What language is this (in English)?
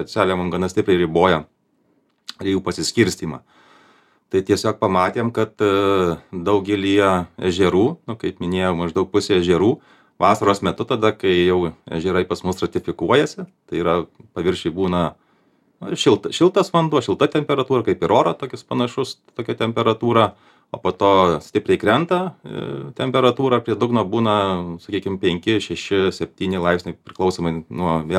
Lithuanian